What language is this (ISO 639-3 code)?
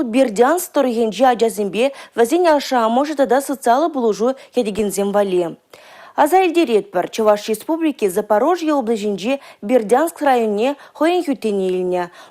chv